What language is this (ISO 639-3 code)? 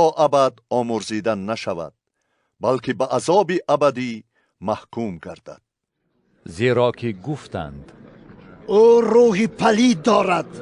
tgk